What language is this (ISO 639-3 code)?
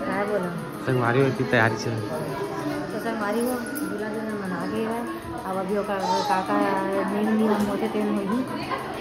hne